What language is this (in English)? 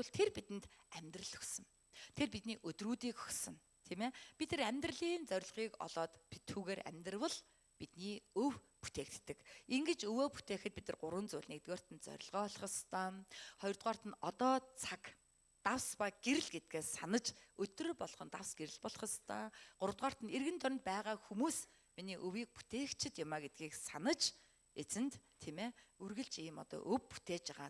Mongolian